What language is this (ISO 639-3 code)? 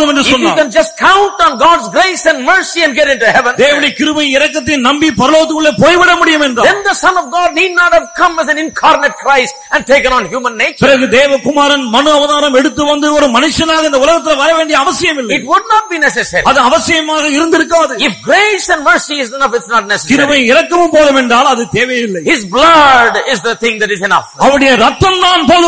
tam